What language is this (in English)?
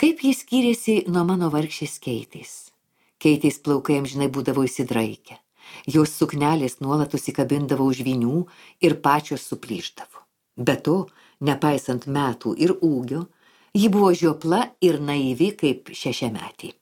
Lithuanian